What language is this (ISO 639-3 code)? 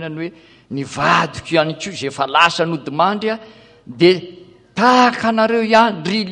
mlg